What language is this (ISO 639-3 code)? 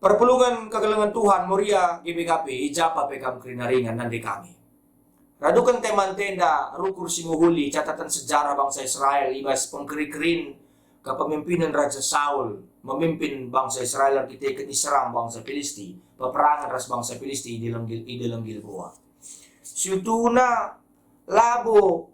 btx